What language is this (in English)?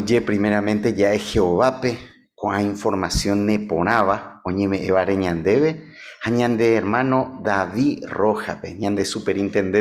Guarani